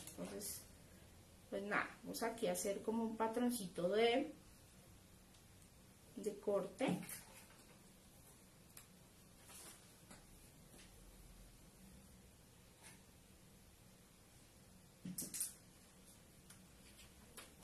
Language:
Spanish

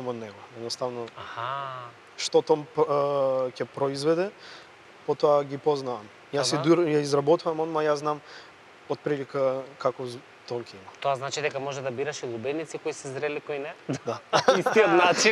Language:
Macedonian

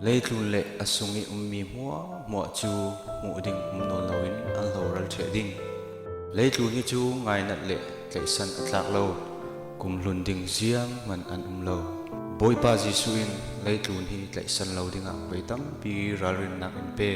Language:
Falam Chin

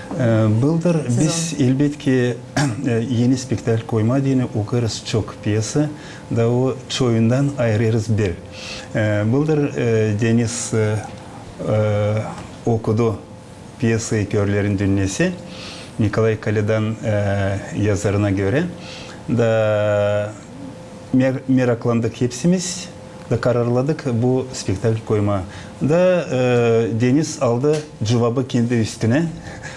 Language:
Gagauz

